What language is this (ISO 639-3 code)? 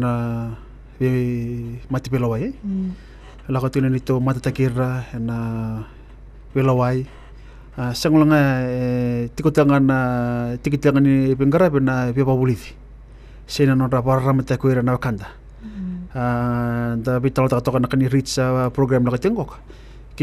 fij